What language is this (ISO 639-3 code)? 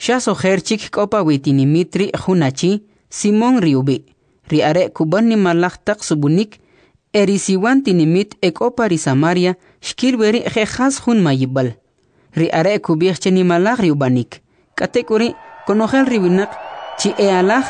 quc